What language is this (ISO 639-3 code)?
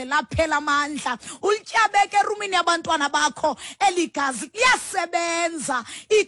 xho